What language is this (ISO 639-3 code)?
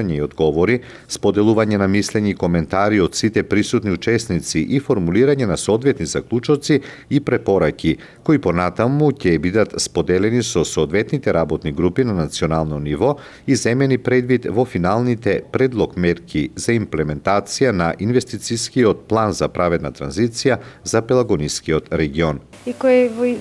mkd